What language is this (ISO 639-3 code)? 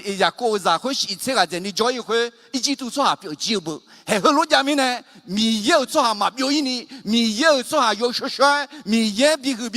ahk